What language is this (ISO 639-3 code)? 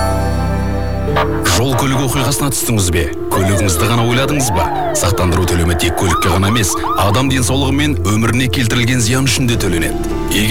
kaz